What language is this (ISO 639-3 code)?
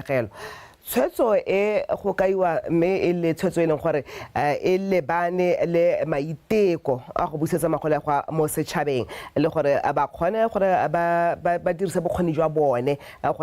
tsn